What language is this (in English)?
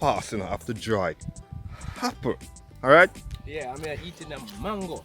Jamaican Creole English